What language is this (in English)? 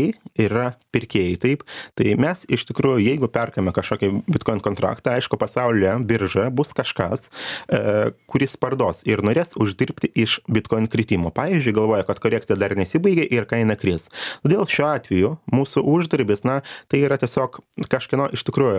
Lithuanian